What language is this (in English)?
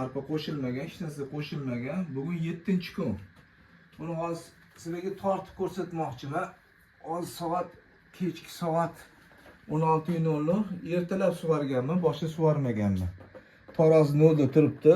Uzbek